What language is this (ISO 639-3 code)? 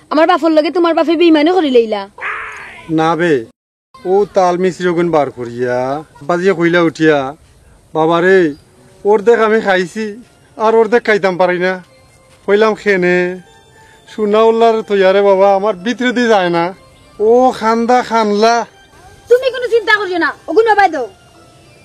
syl